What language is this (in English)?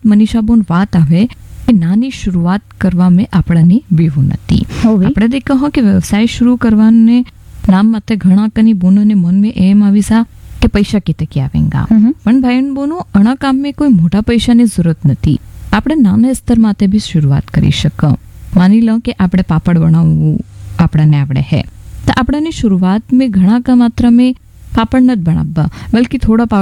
Gujarati